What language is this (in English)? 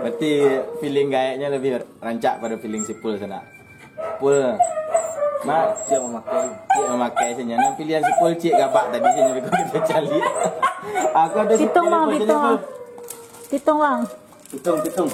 Minangkabau